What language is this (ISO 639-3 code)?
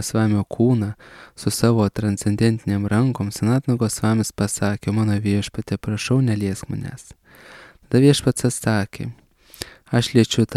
lit